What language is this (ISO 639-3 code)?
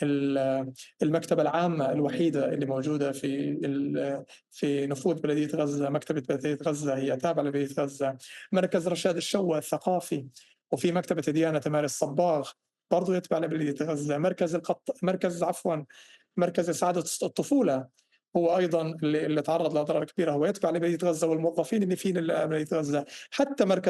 apc